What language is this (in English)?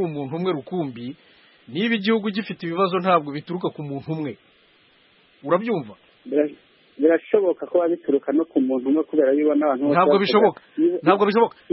Kinyarwanda